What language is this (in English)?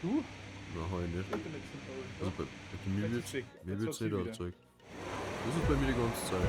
Bavarian